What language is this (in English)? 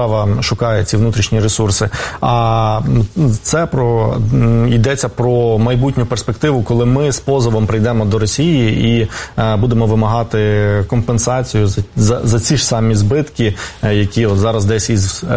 Ukrainian